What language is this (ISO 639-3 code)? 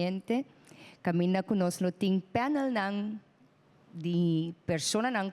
pap